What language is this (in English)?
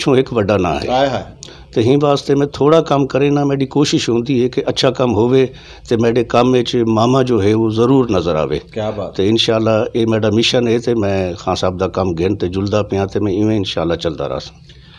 Saraiki